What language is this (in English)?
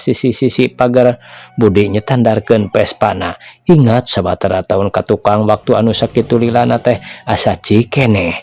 Sundanese